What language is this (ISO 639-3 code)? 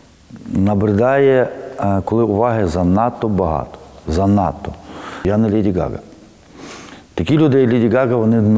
ukr